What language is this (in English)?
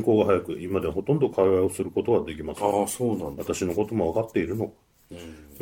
Japanese